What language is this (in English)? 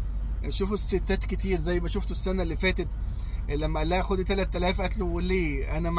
Egyptian Arabic